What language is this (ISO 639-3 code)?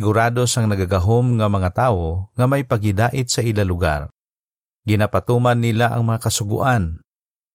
hil